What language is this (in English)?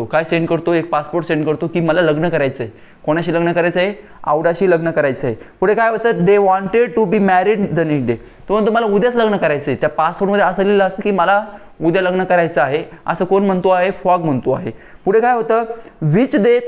Marathi